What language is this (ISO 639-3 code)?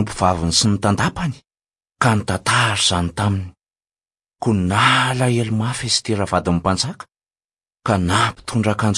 mlg